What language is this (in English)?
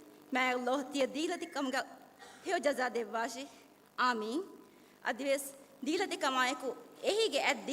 Divehi